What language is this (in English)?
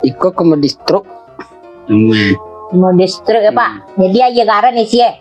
Minangkabau